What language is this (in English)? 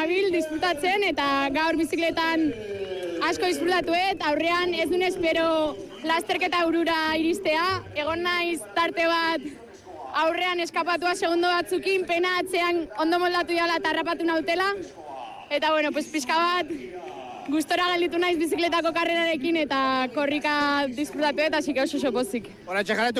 Basque